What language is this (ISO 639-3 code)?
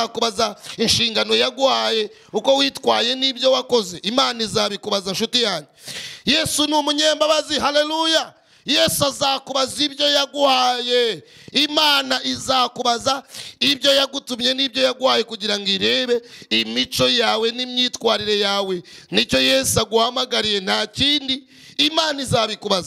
kin